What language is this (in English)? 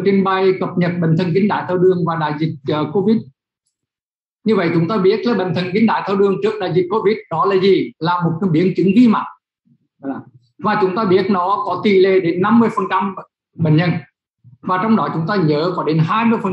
Vietnamese